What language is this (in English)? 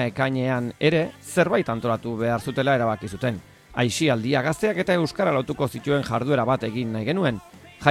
Basque